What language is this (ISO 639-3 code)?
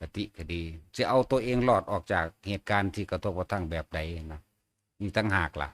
tts